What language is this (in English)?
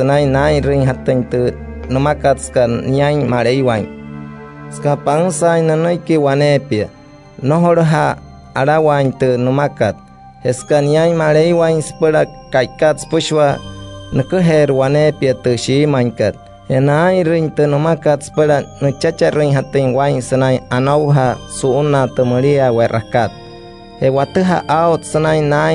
Wayuu